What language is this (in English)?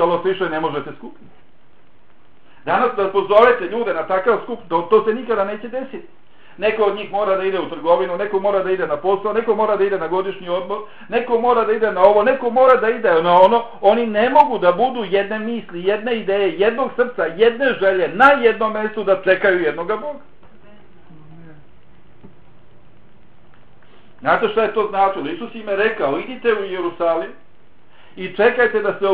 Bosnian